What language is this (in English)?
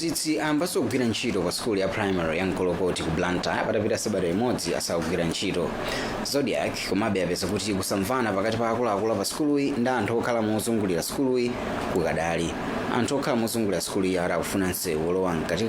Nyanja